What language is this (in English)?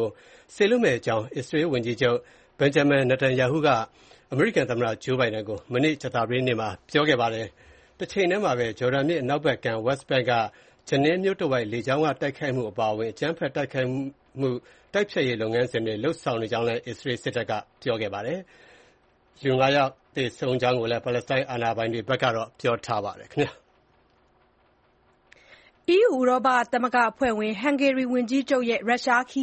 Burmese